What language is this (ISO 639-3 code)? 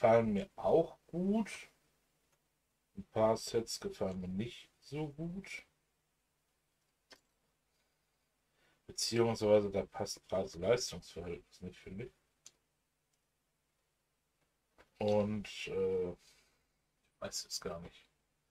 deu